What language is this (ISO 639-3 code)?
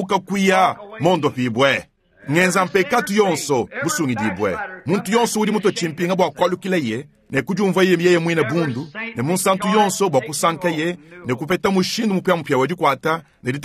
lua